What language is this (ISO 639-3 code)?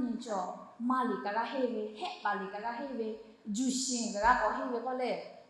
lhu